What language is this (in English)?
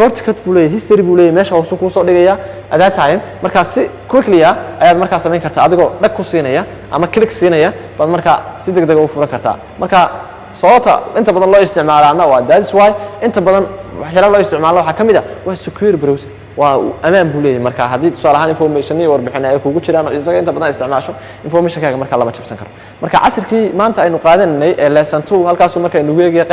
Somali